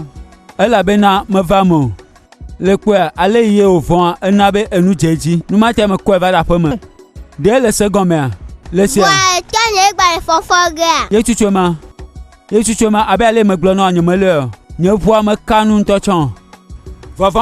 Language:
Gen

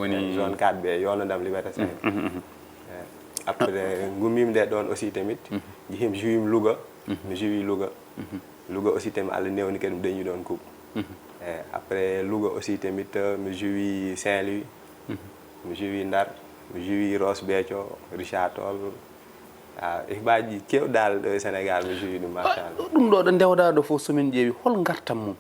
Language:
Fula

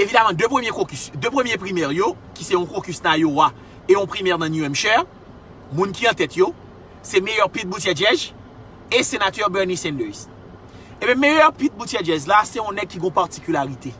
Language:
Haitian Creole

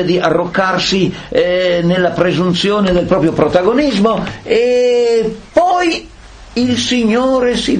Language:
Italian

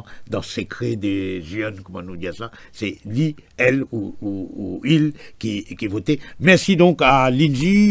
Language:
Morisyen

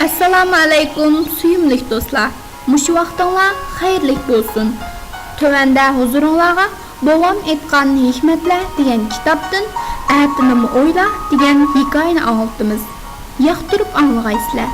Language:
Uyghur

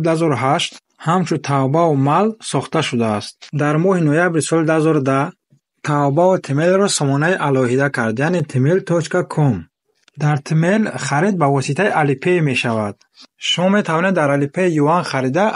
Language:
Tajik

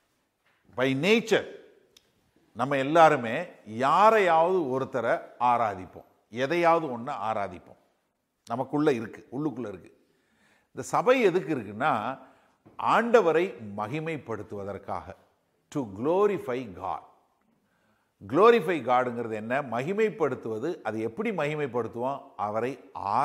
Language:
Tamil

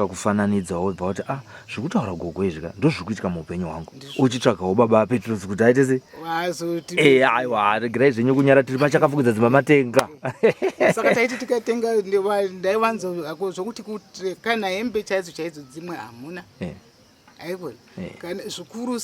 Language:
Shona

